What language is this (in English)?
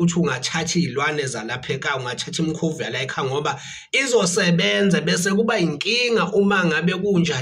Zulu